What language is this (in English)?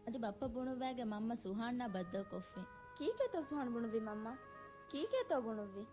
Divehi